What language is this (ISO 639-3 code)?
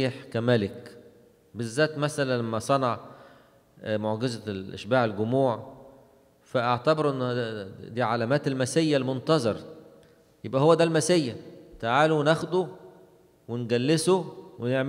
arz